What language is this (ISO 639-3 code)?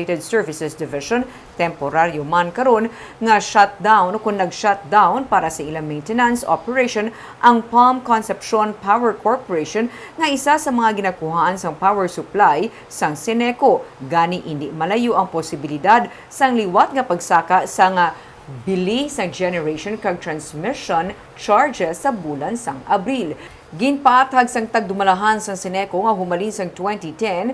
hil